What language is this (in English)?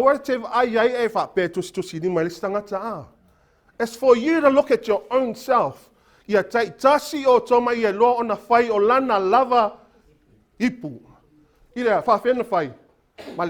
Samoan